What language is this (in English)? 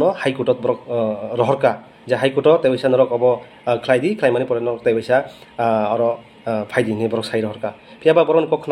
Riang (India)